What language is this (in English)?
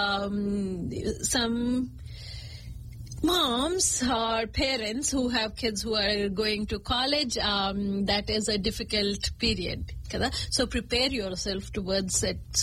Telugu